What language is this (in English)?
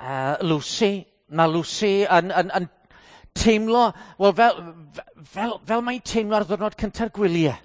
Welsh